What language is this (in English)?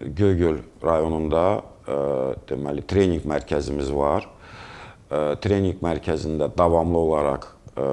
Azerbaijani